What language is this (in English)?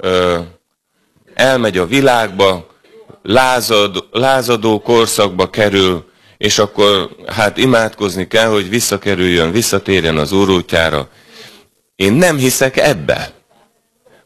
Hungarian